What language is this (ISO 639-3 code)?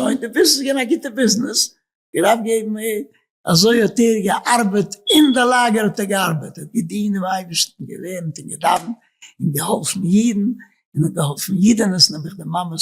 yid